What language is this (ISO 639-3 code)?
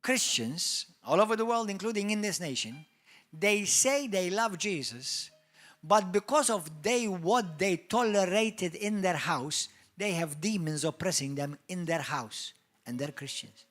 eng